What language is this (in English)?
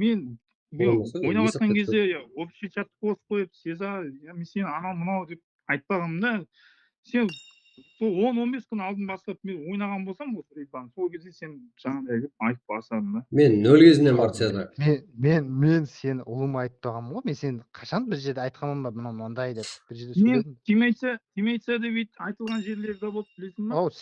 Kara-Kalpak